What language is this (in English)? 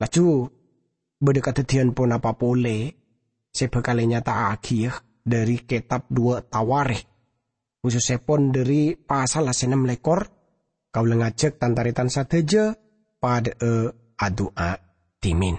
Madurese